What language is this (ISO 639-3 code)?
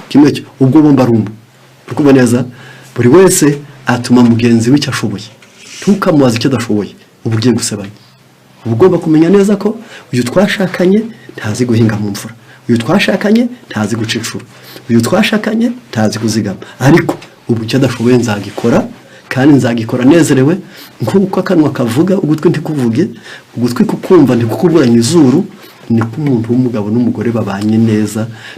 kin